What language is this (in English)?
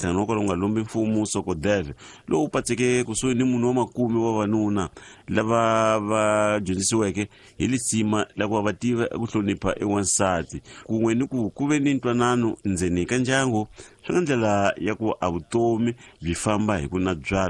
Tsonga